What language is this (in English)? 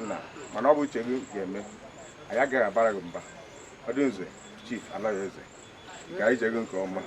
Igbo